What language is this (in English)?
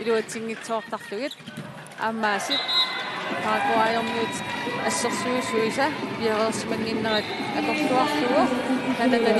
Kalaallisut